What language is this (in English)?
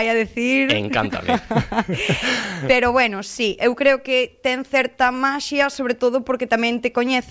Galician